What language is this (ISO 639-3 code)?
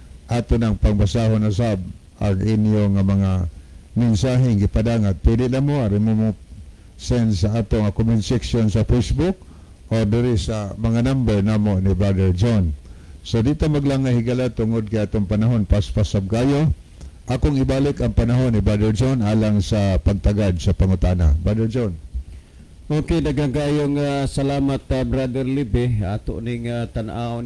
ceb